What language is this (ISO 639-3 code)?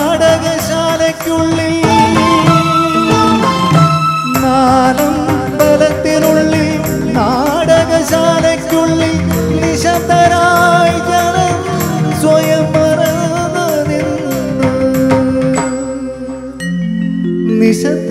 mal